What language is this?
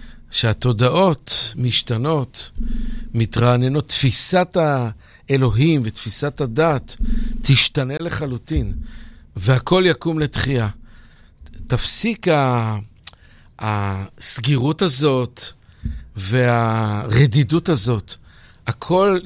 Hebrew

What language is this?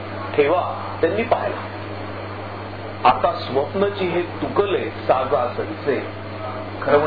Marathi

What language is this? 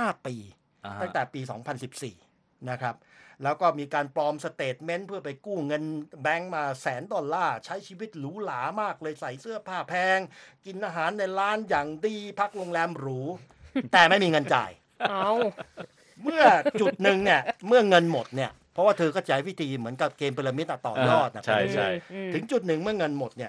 Thai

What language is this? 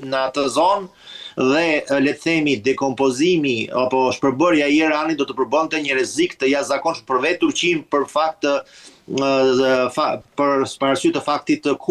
Albanian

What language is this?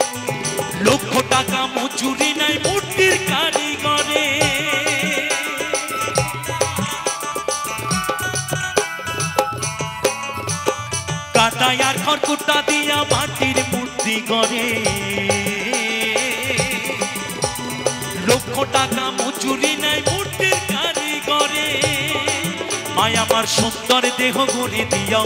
Bangla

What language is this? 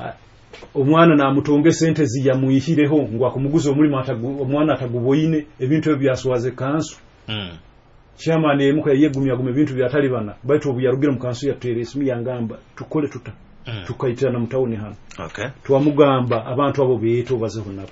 Nyoro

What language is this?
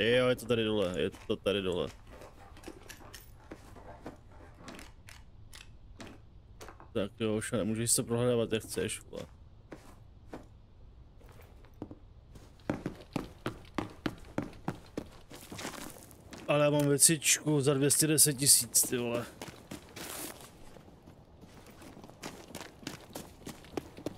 Czech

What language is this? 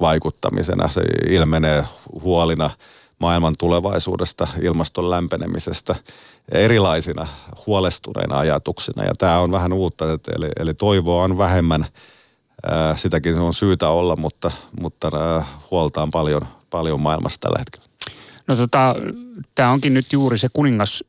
Finnish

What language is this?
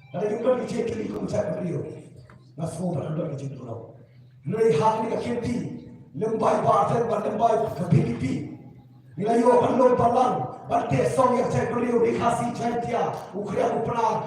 Khasi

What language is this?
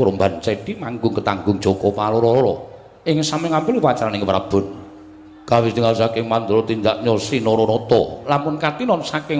Javanese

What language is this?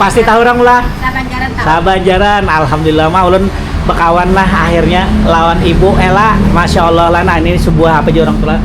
Banjar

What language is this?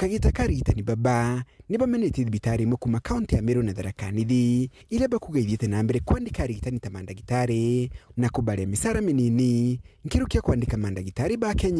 Meru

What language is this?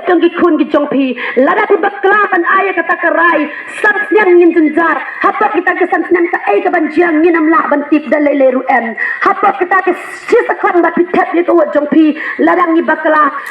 Khasi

